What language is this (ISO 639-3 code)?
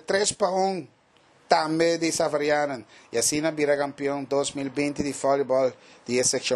pap